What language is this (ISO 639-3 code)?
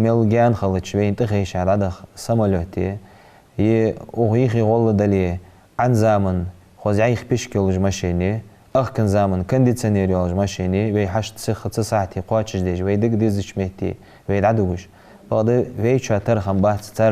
inh